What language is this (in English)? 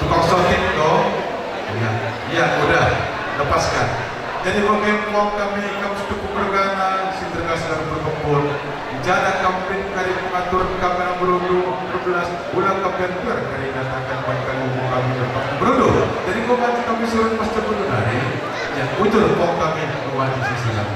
Batak Karo